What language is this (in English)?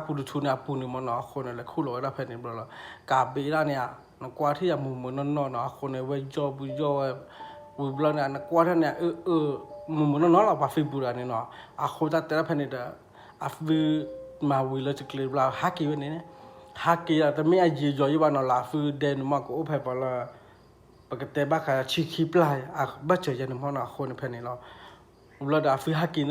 S'gaw Karen